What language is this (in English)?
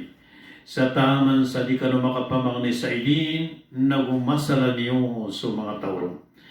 Maranao